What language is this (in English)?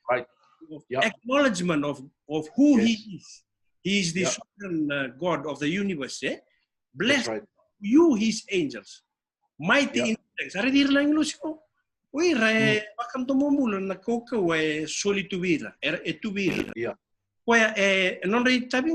Fijian